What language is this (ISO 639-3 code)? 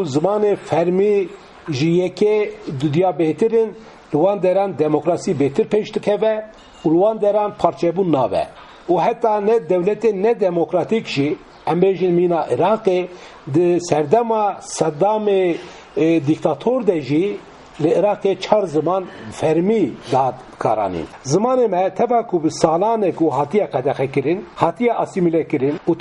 kur